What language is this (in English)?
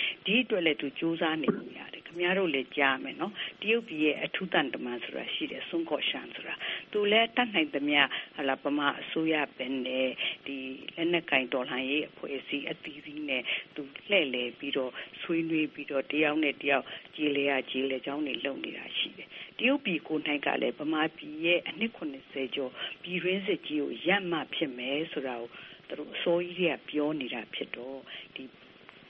Burmese